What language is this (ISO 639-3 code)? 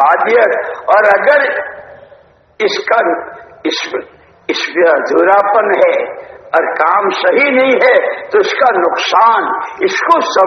urd